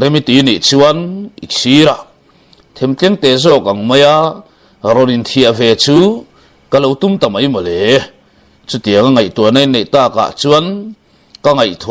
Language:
Mizo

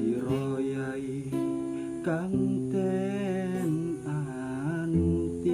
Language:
Javanese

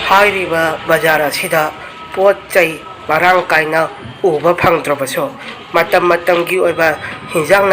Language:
Manipuri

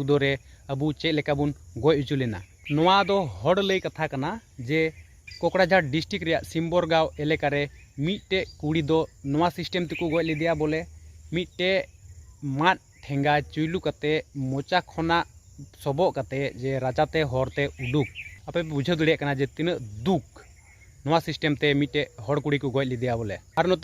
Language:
Santali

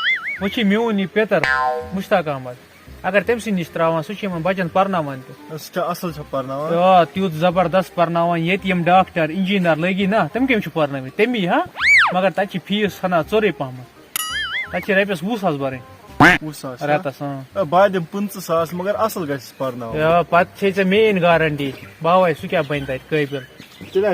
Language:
Kashmiri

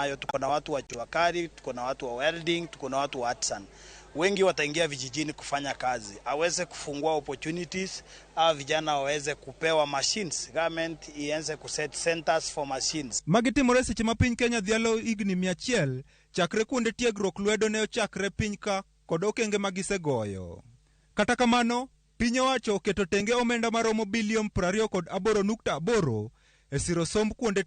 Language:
Luo (Kenya and Tanzania)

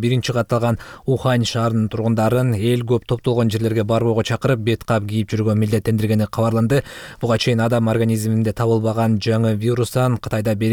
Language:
Kyrgyz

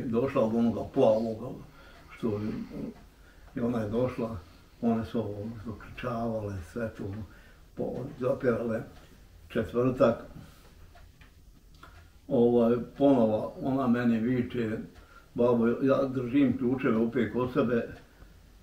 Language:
Bosnian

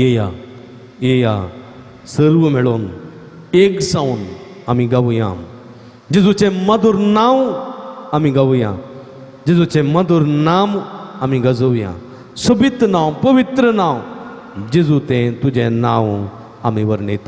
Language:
Konkani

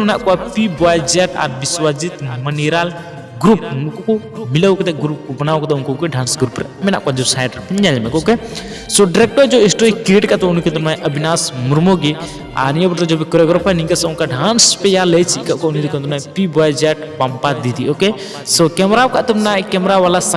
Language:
Santali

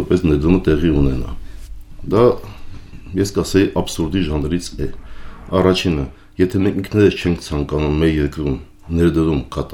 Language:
Armenian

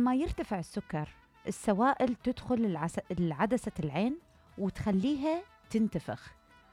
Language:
Mesopotamian Arabic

